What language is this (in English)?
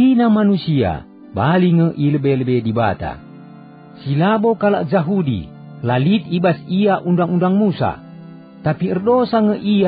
Batak Karo